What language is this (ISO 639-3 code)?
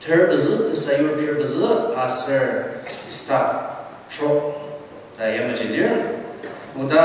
njo